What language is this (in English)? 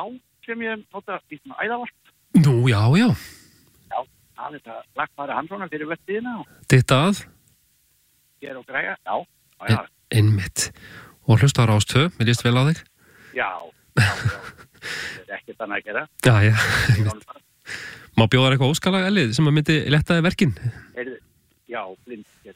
Icelandic